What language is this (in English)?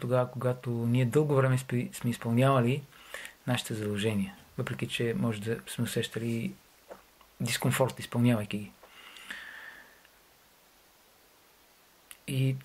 Bulgarian